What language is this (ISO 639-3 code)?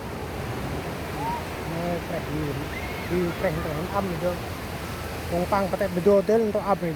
cmo